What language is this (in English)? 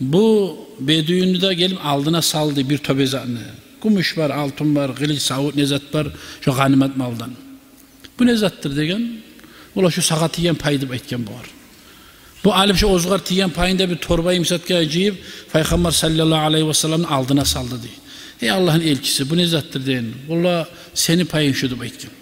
Kumyk